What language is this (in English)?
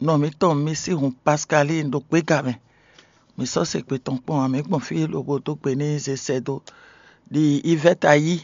Fon